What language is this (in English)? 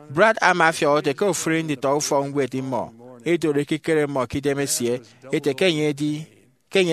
Efik